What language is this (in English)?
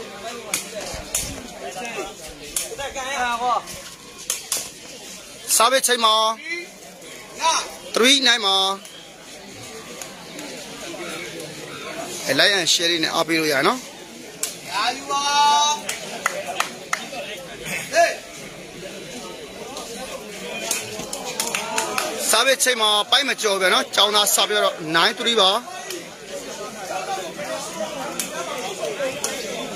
Burmese